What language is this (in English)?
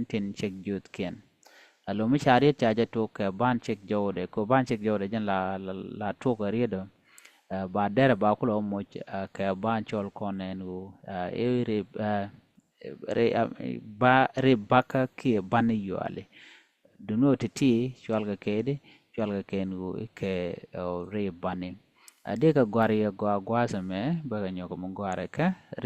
Nuer